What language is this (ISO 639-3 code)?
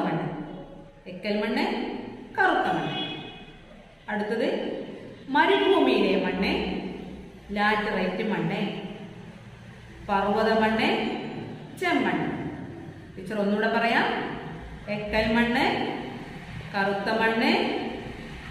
mal